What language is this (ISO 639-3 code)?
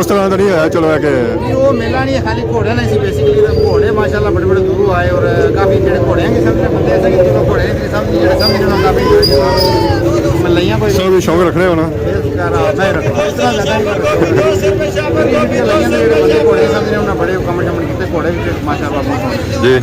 phr